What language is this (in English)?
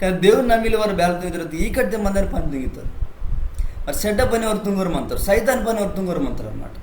Koya